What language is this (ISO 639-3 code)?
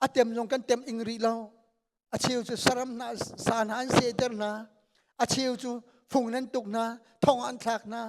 cnh